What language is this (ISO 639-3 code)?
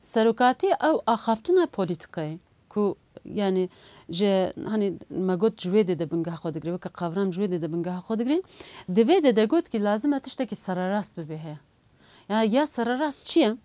kur